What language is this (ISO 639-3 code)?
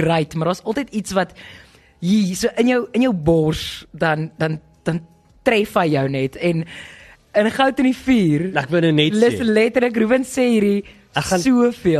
afr